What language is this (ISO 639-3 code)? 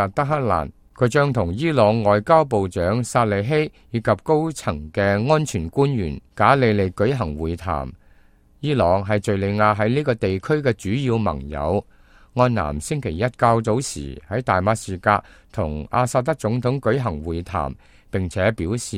yue